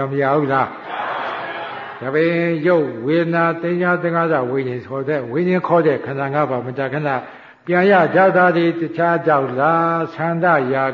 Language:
Burmese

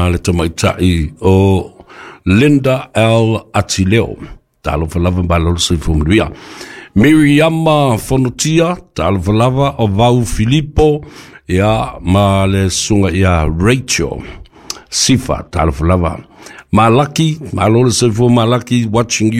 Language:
Samoan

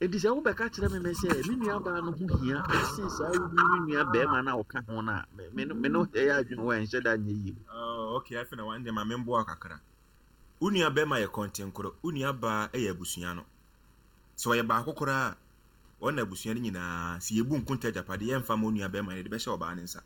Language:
Akan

